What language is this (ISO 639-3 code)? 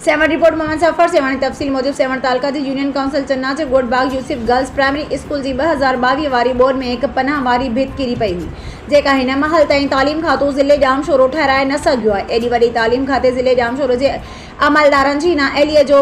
snd